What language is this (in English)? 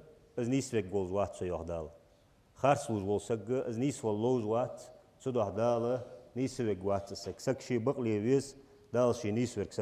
Ingush